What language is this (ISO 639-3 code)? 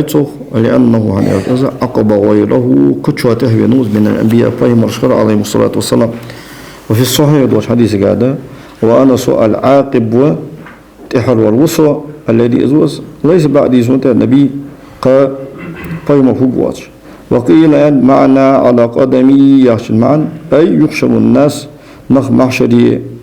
inh